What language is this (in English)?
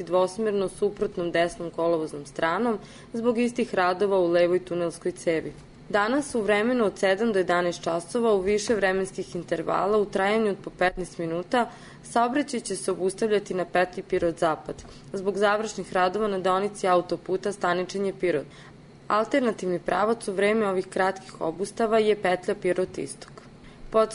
Serbian